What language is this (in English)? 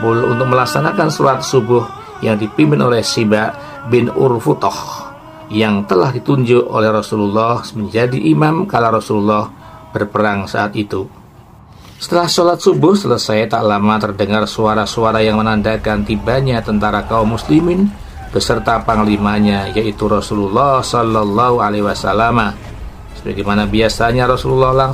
Indonesian